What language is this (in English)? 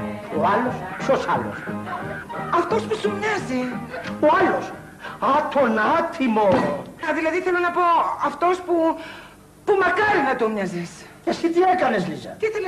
Greek